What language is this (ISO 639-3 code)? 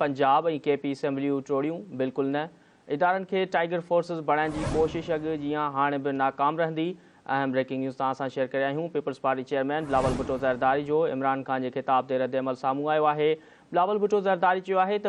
snd